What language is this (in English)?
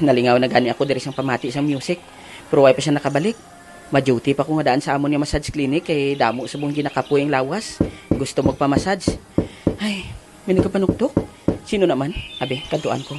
Hiligaynon